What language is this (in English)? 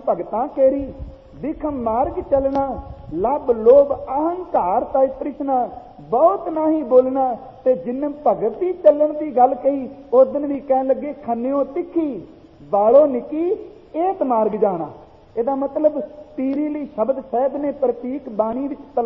Punjabi